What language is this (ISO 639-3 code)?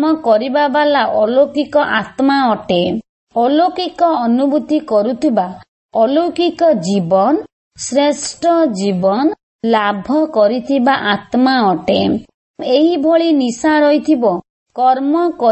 ori